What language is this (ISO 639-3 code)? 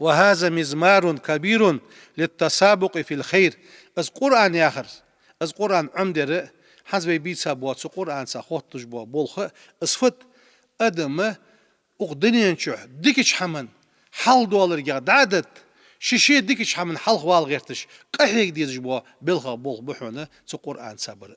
inh